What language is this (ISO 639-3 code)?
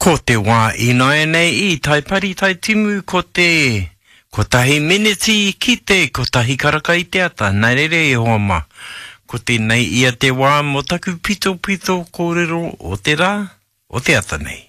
mri